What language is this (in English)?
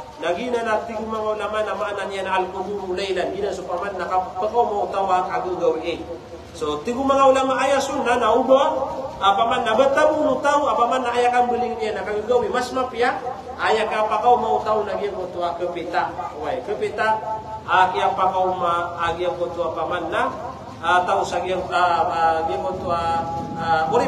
Maranao